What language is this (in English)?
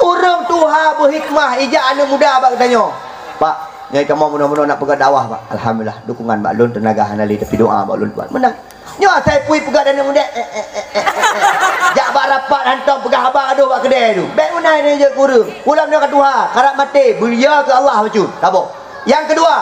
Achinese